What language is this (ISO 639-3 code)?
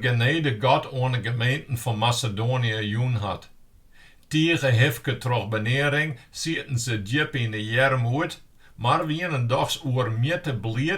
fry